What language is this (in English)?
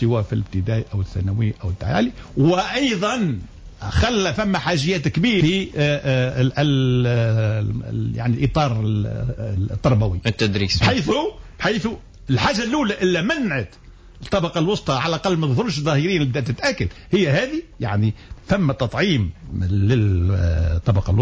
Tunisian Arabic